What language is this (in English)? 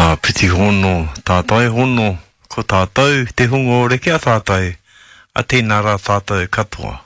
Māori